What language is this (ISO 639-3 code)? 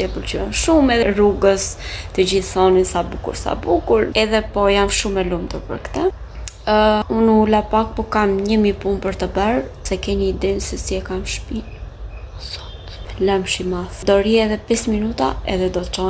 sqi